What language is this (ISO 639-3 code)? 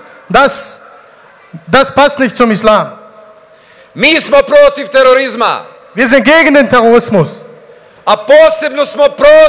bos